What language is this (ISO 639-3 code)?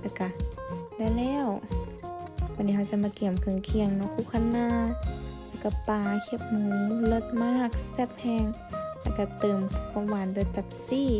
lao